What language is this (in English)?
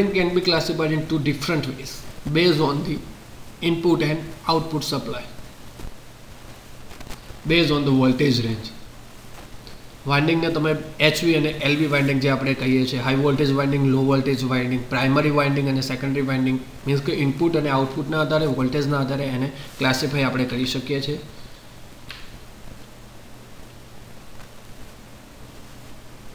Gujarati